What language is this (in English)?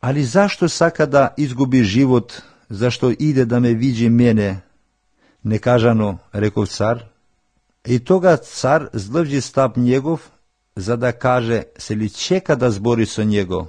Macedonian